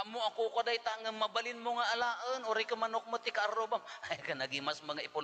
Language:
Iloko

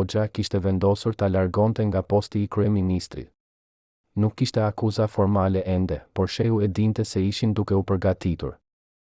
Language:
Albanian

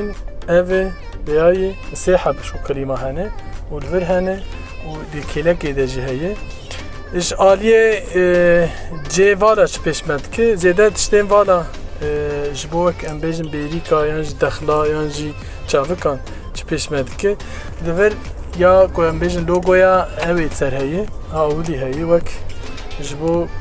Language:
Kurdish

